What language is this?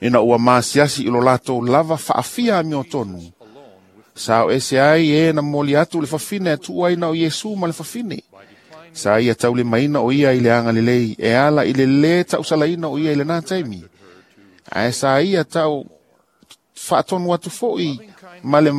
Samoan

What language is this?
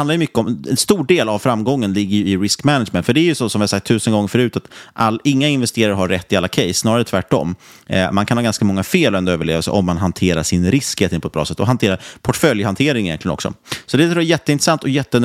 Swedish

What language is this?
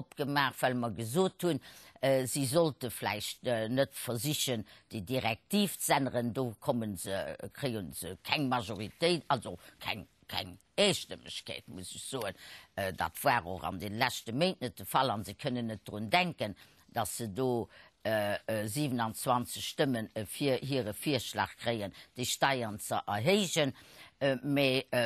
Luxembourgish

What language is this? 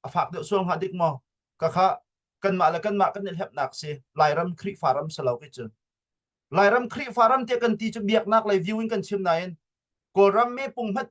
Hakha Chin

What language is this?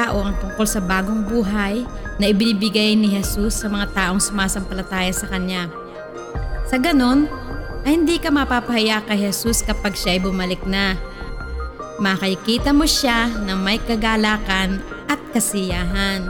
Filipino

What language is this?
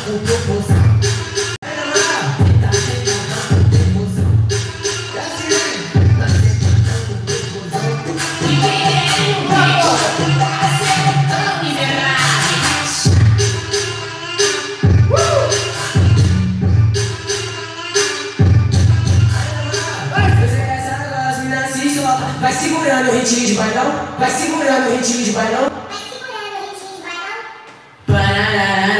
Portuguese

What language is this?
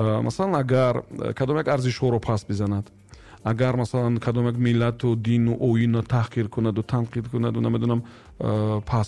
Tajik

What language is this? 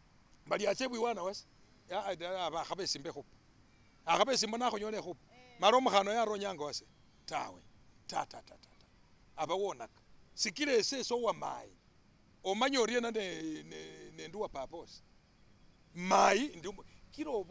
Masaaba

